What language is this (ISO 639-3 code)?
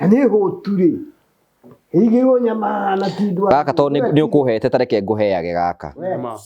kik